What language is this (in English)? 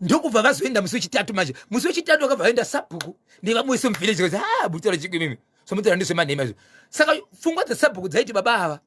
Shona